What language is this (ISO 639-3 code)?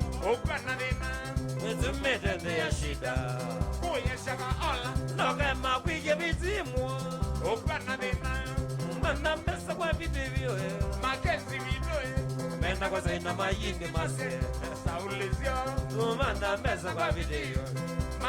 kam